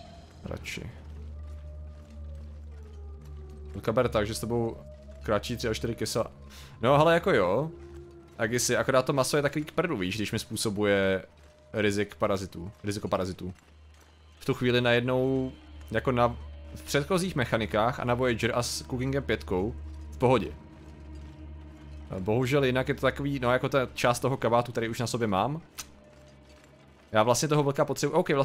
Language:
Czech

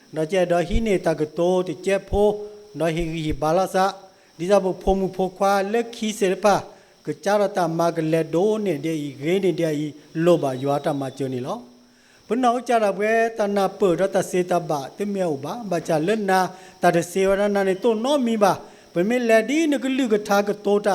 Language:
S'gaw Karen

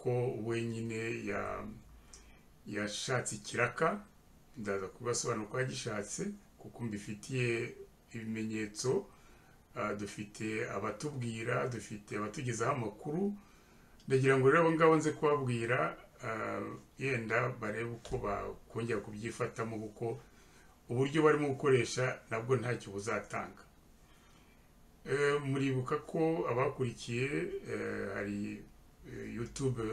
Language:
Kinyarwanda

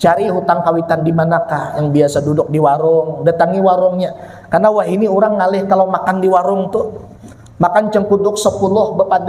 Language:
Banjar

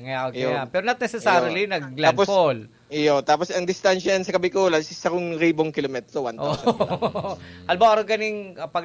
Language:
Bikol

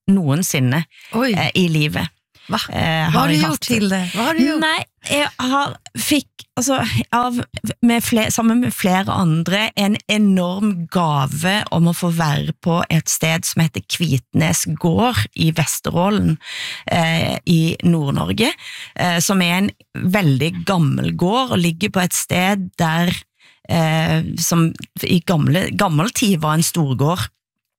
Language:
Norwegian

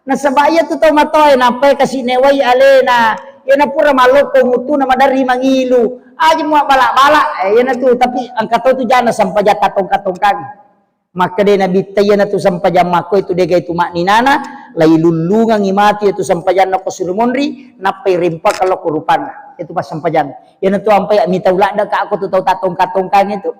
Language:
Buginese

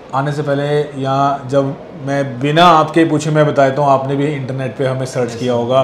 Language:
Hindi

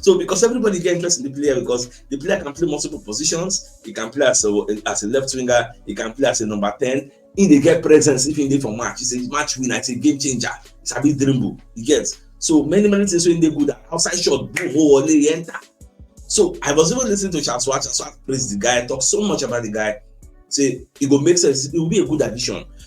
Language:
Nigerian Pidgin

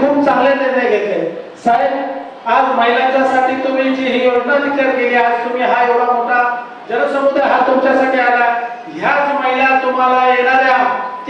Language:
Marathi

